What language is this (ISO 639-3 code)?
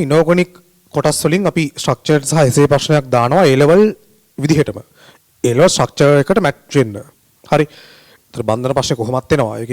sin